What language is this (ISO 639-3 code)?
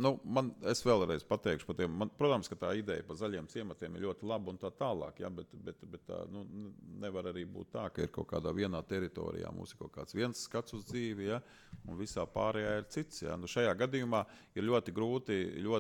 lav